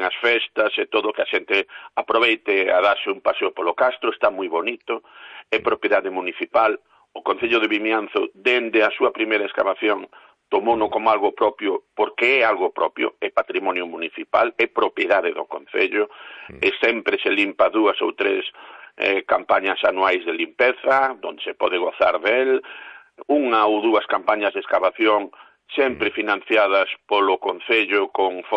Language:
Galician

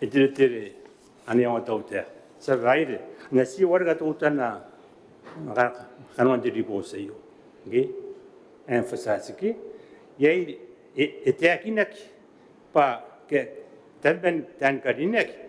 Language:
Gilbertese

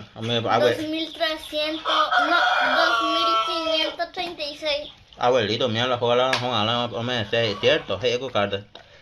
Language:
Guarani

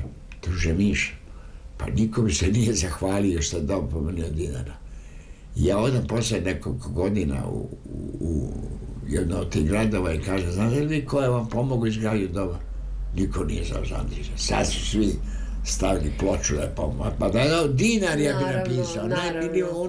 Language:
Serbian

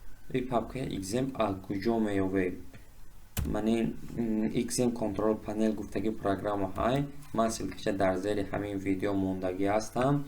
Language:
Tajik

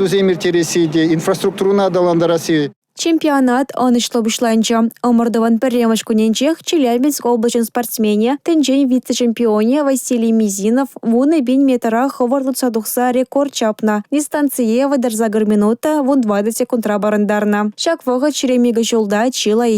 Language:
Chuvash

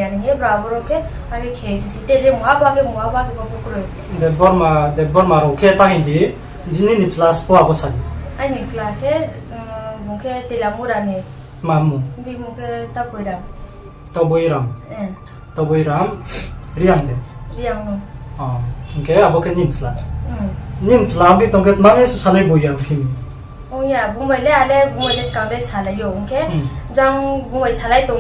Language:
Riang (India)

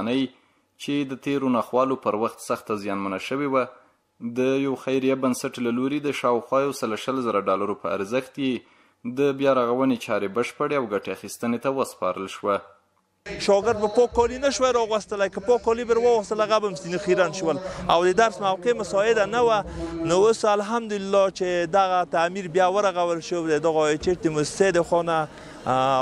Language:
Pashto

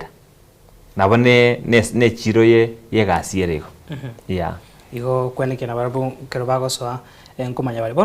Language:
Gusii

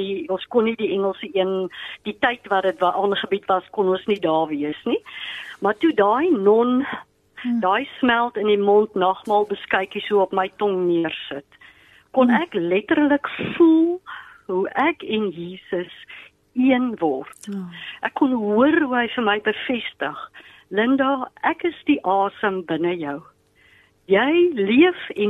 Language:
Afrikaans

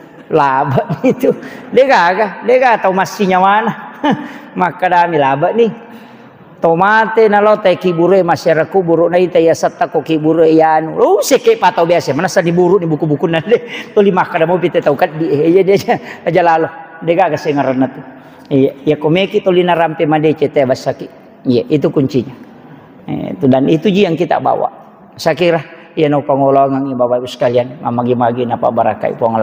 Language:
Buginese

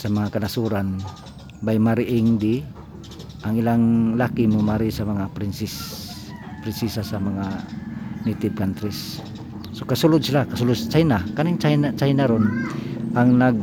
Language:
Cebuano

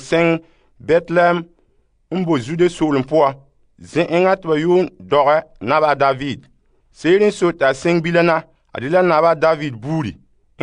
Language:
Frafra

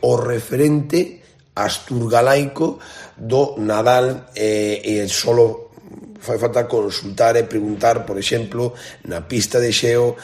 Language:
Galician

